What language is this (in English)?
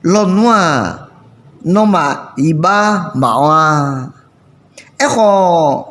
Akha